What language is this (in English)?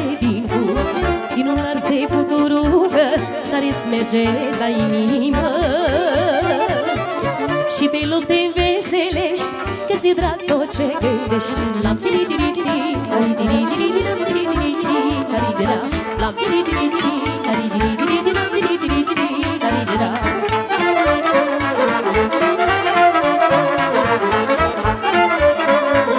Romanian